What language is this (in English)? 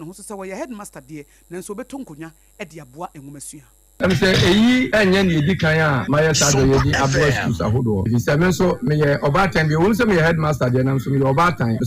Akan